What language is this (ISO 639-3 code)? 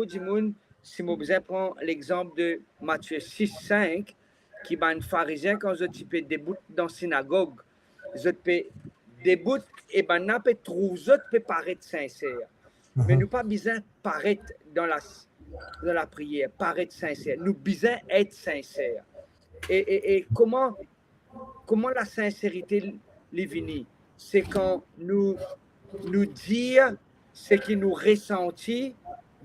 mfe